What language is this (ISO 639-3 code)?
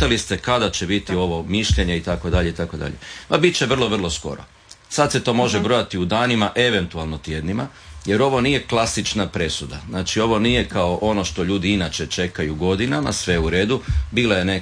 hrv